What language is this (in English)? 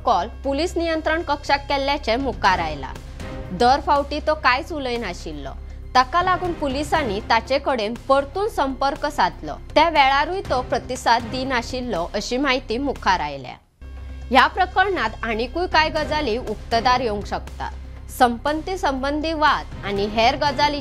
Konkani